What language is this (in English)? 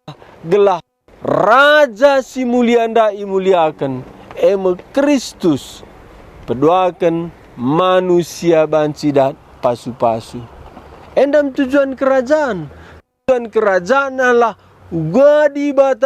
Batak Karo